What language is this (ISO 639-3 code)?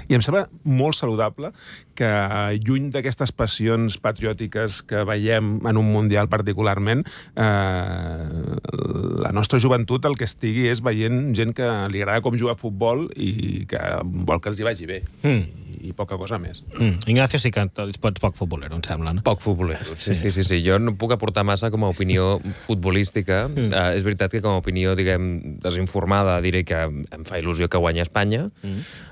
cat